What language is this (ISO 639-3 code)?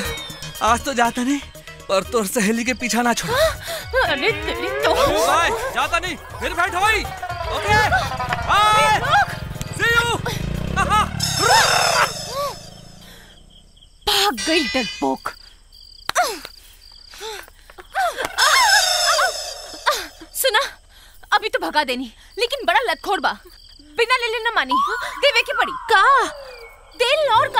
bho